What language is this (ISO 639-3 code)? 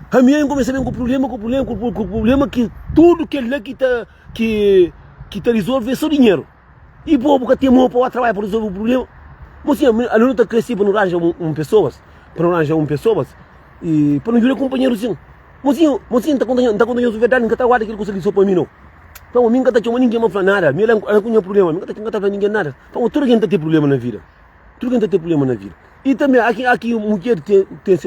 kea